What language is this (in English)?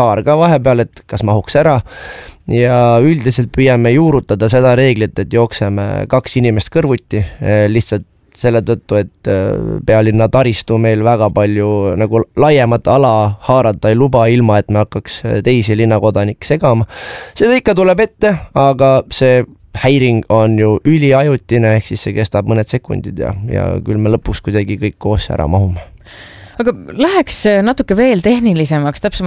Estonian